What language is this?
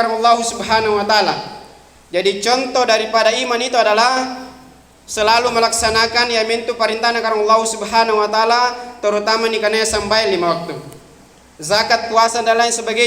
Makasar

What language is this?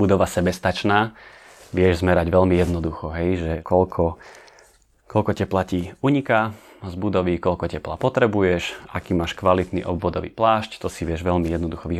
Slovak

